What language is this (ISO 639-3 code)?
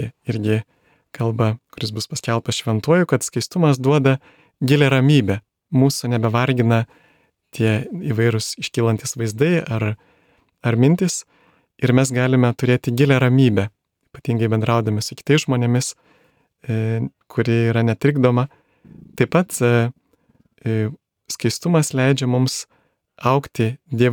lit